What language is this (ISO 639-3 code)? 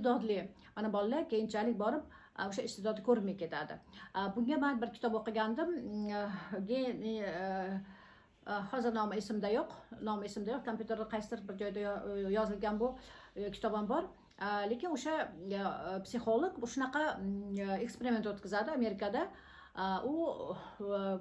uzb